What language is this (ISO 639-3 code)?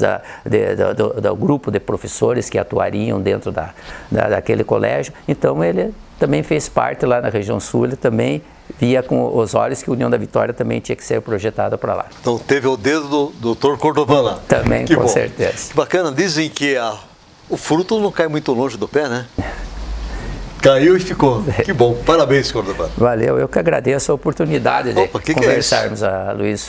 por